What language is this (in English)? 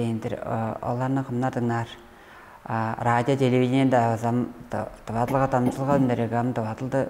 Tuvinian